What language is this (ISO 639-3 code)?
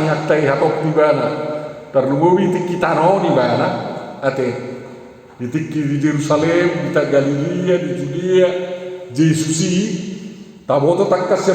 bbc